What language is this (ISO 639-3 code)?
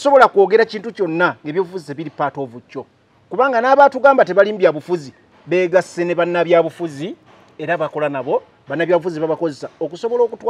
lug